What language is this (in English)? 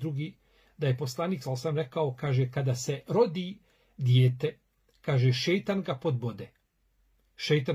Bosnian